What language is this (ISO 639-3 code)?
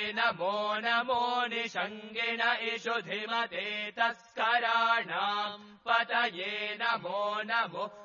san